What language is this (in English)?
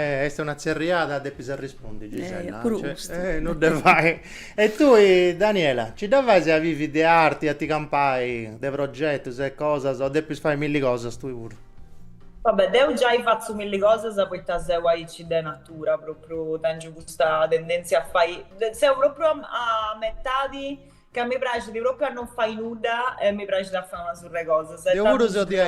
Sardinian